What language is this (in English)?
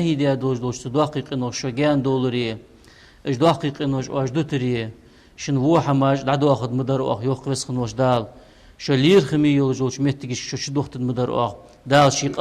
Ingush